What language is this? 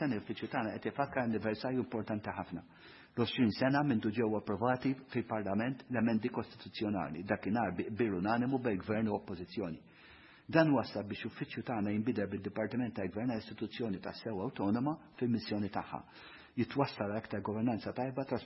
Maltese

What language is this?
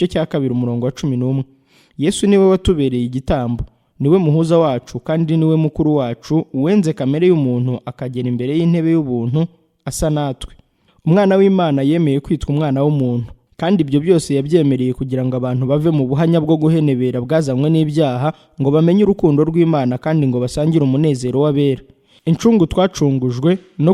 Kinyarwanda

